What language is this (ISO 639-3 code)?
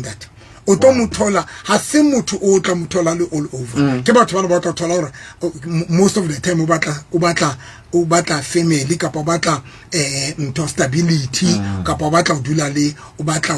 sot